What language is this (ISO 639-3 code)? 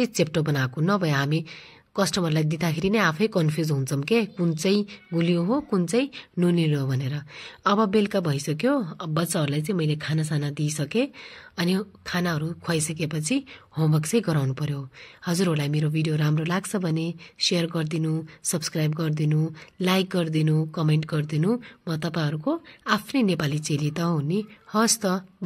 nep